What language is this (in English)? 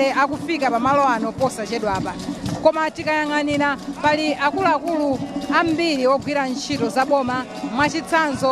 Nyanja